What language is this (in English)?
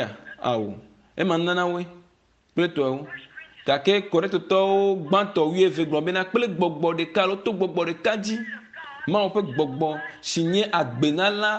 Ewe